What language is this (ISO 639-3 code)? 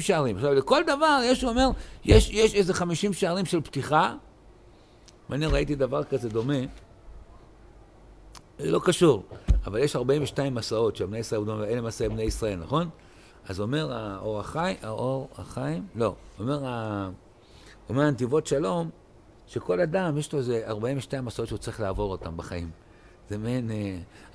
heb